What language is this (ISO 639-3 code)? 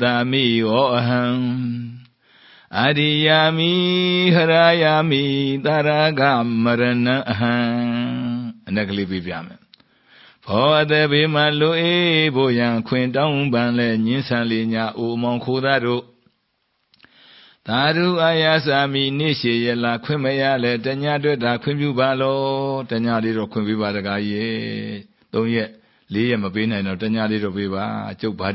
mya